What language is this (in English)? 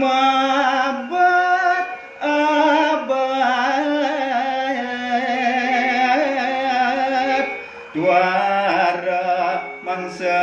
Balinese